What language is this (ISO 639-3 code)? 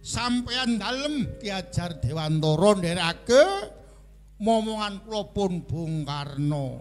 jav